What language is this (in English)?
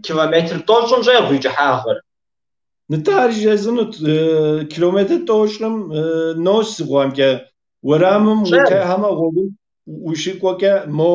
Kabardian